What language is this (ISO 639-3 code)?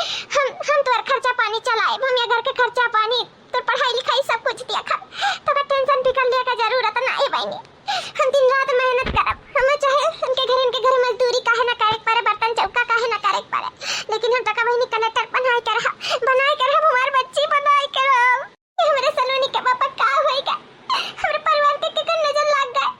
awa